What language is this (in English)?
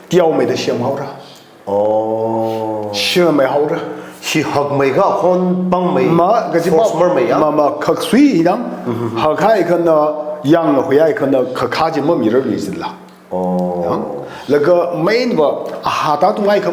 Tangkhul Naga (India)